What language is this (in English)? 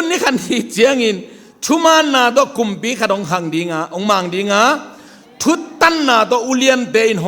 Tedim Chin